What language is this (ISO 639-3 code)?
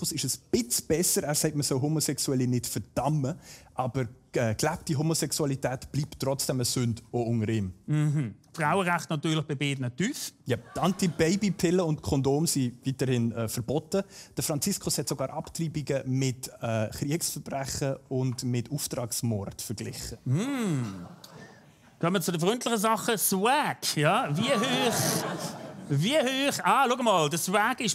gsw